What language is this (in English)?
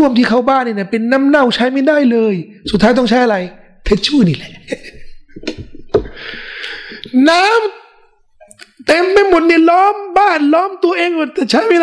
Thai